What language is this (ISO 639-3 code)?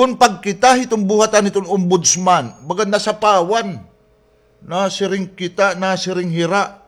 war